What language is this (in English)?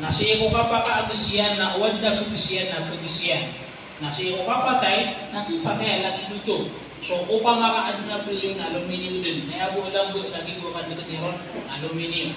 Maranao